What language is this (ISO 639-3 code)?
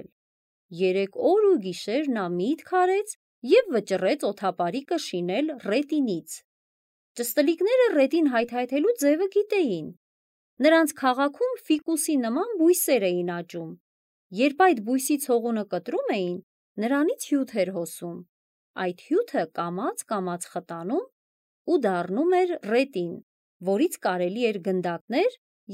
hye